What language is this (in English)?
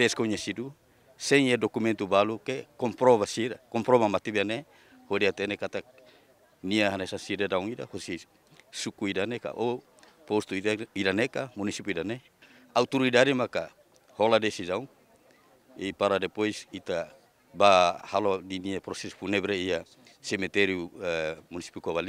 Tetum